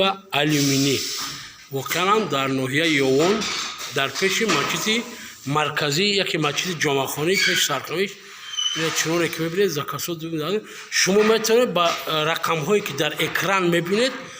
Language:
Tajik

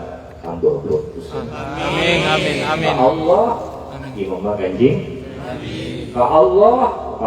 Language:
Madurese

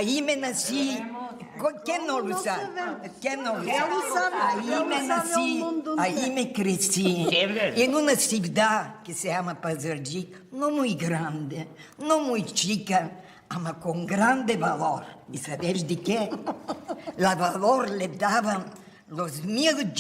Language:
Ladino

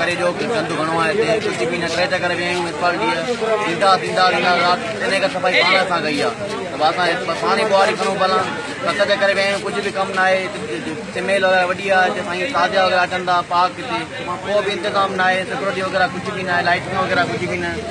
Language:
Sindhi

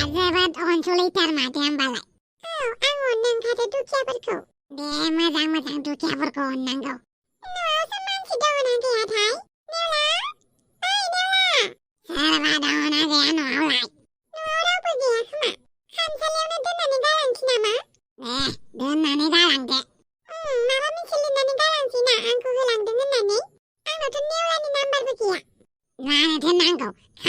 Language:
Bodo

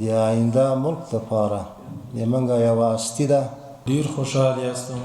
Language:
Pashto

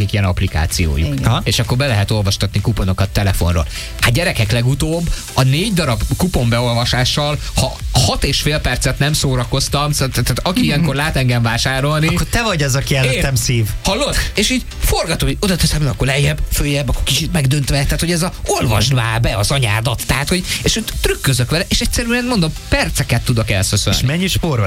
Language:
Hungarian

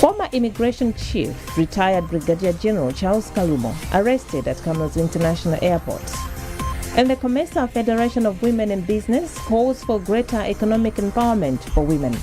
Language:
English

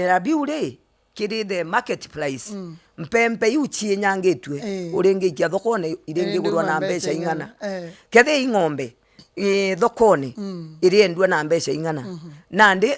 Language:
Meru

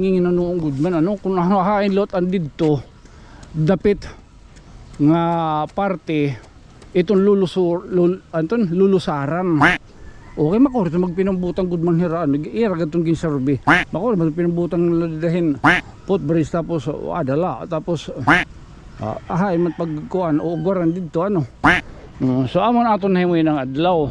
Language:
Waray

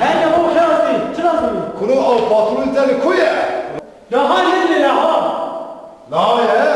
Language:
Kurdish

